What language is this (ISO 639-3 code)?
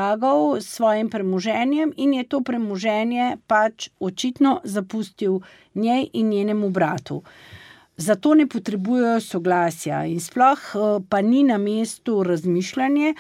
slv